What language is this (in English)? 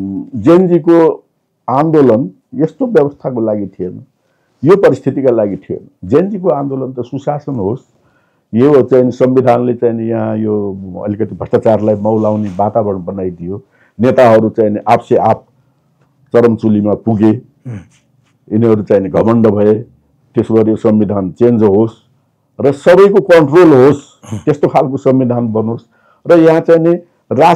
Nepali